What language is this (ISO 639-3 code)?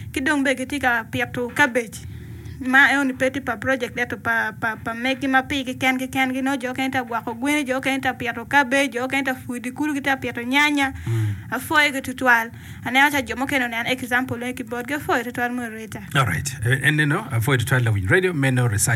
ach